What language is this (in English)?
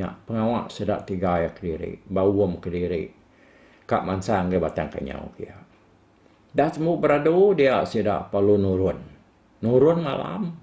Iban